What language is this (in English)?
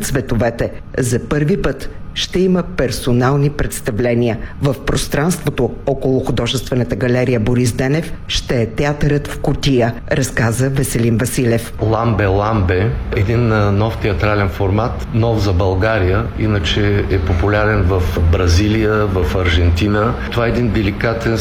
Bulgarian